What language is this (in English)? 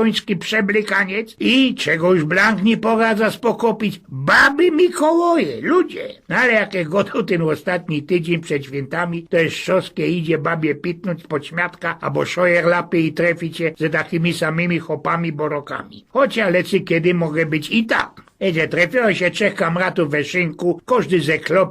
Silesian